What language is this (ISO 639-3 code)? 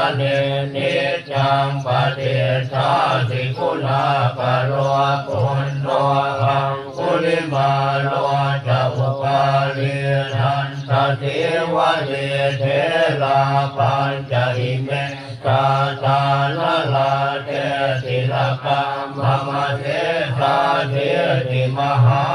pli